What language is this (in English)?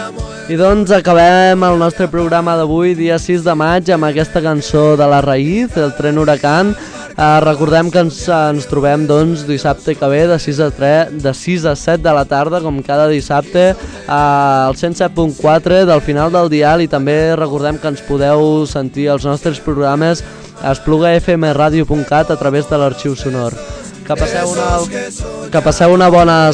Catalan